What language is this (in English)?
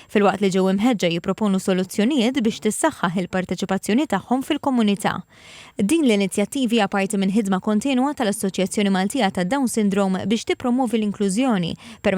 Maltese